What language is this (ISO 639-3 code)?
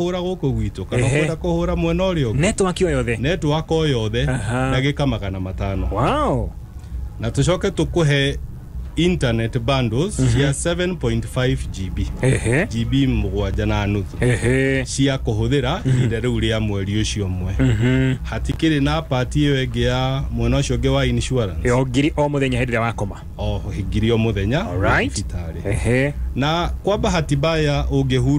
kik